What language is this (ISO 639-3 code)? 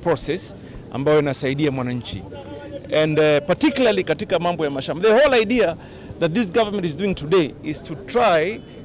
kam